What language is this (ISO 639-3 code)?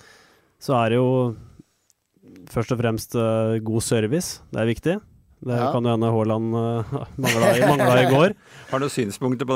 nor